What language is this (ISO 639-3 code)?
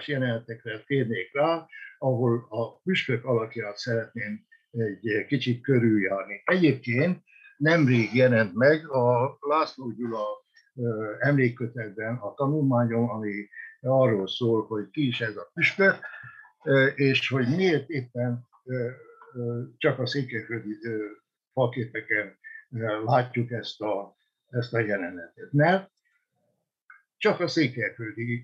hun